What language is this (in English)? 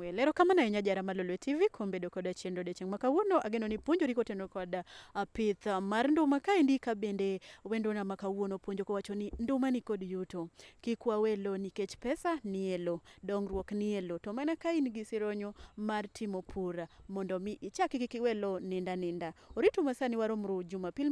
Luo (Kenya and Tanzania)